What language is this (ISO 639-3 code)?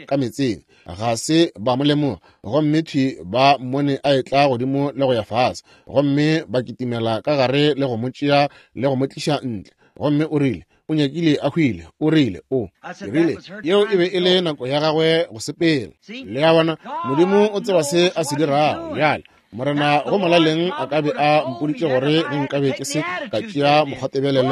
nso